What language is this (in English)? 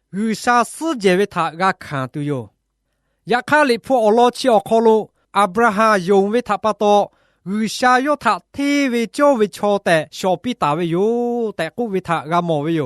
Lahu